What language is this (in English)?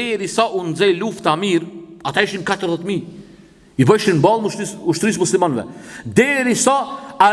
Albanian